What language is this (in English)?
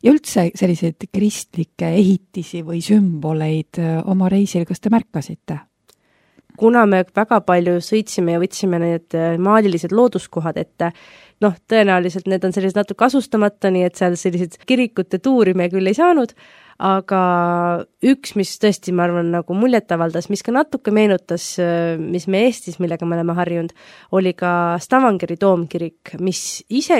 Estonian